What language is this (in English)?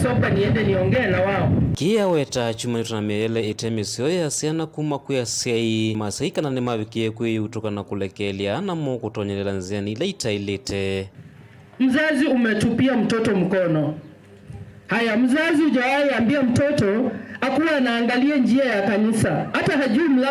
Kamba